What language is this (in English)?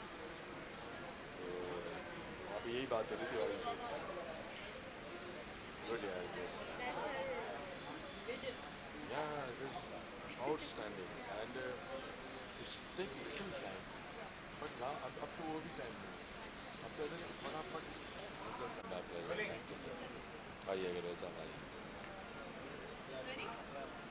Hindi